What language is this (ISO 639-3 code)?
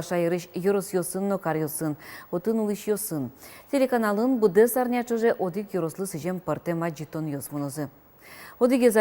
udm